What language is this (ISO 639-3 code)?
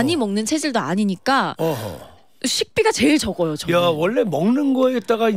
kor